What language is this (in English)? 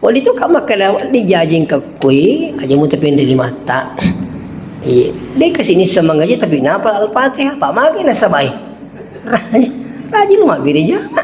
Buginese